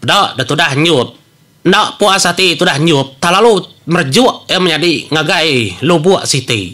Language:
Iban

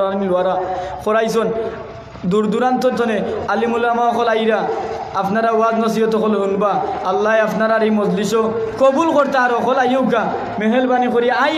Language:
Sylheti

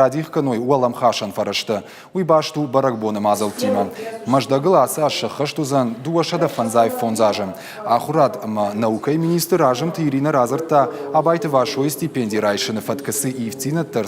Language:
Ossetic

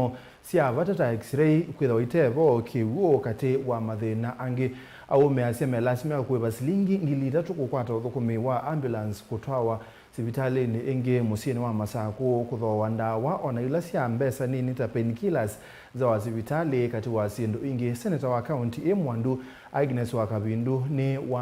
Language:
Kamba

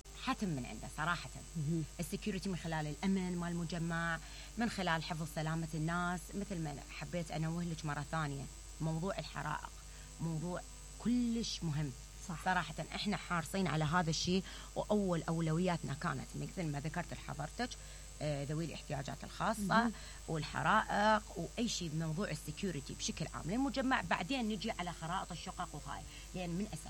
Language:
Mesopotamian Arabic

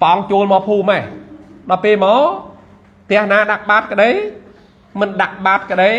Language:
Khmer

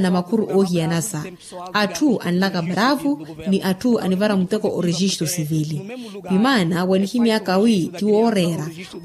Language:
Makhuwa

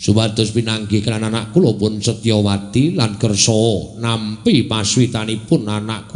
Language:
Javanese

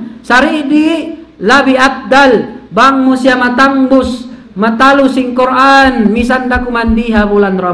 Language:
Tausug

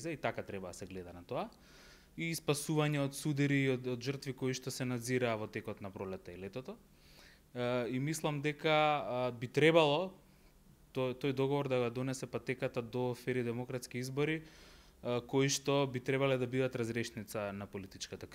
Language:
Macedonian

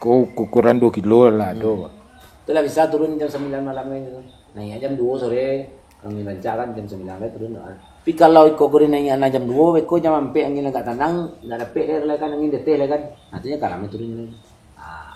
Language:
Minangkabau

